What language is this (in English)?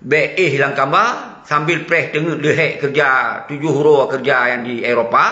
Achinese